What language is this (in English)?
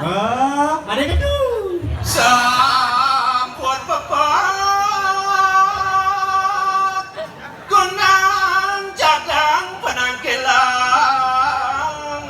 Balinese